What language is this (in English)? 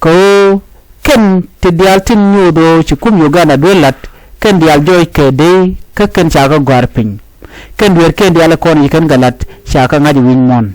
Nuer